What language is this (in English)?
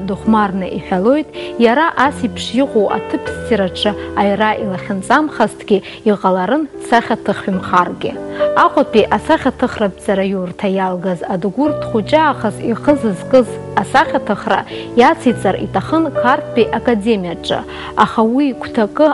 Abkhazian